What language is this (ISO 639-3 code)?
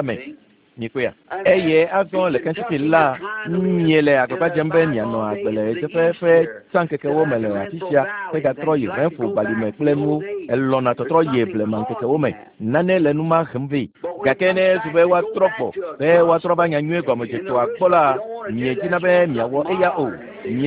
ewe